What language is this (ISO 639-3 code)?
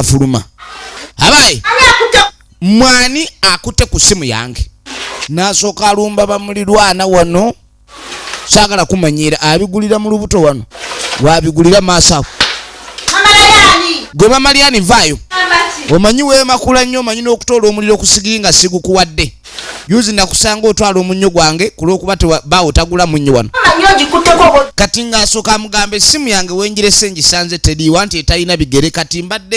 lug